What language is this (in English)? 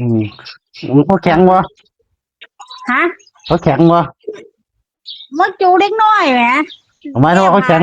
Northeastern Thai